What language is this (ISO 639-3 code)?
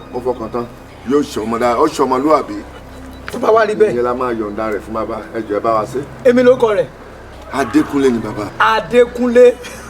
yor